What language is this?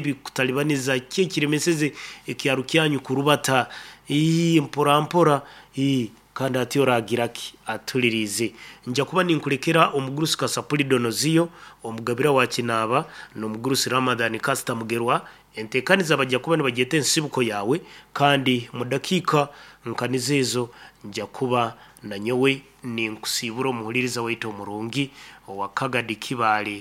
Nyankole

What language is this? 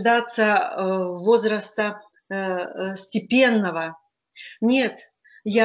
Russian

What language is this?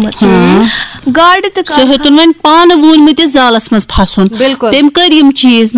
Kashmiri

